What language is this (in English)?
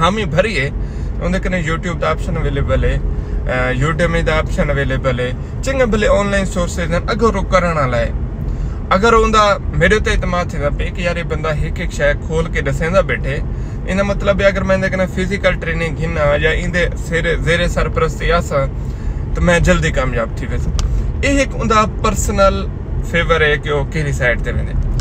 Saraiki